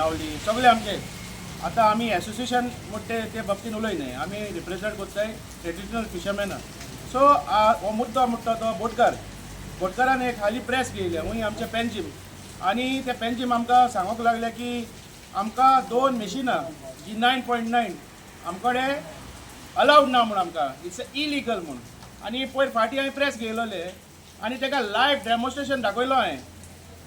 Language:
Konkani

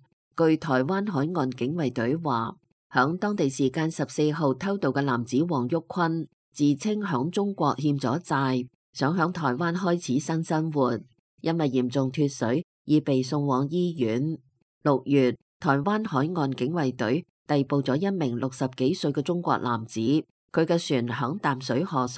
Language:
Cantonese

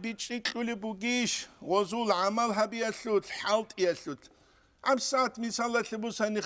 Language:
Avaric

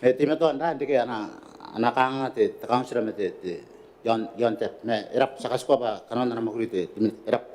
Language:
Gilbertese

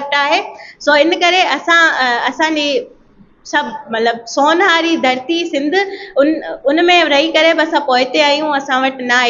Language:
Sindhi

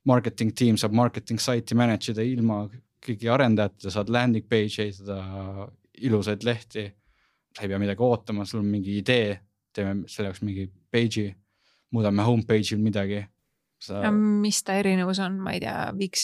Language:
Estonian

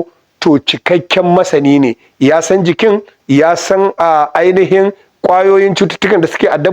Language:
Hausa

